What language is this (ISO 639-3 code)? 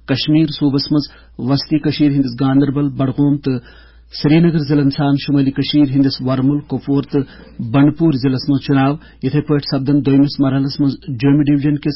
kas